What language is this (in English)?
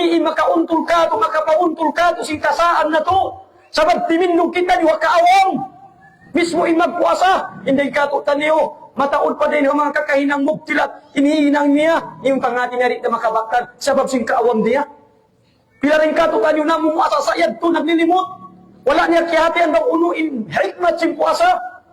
Tausug